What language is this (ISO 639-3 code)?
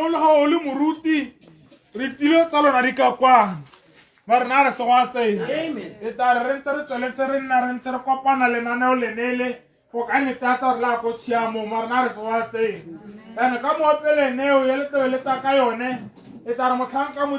tsn